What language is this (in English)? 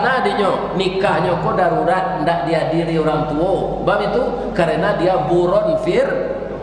Minangkabau